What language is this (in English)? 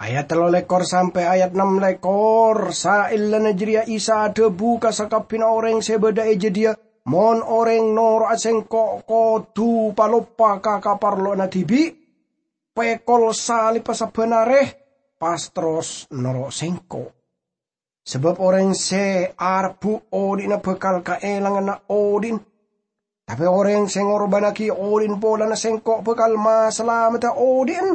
Madurese